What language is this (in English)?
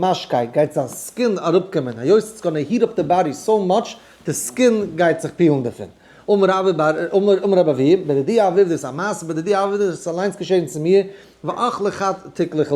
Yiddish